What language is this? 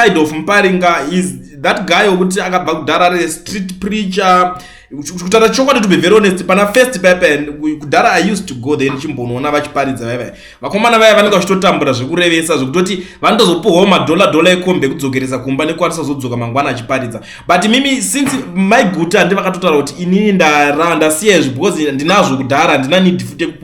Shona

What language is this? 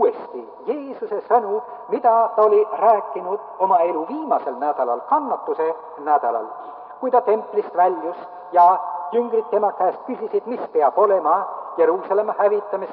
Estonian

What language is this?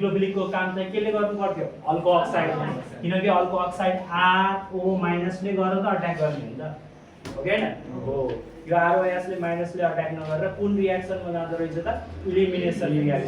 Nepali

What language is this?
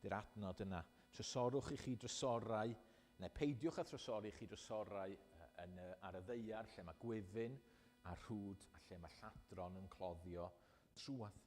Welsh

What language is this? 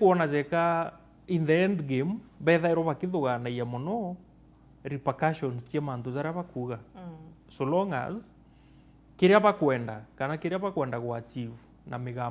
Meru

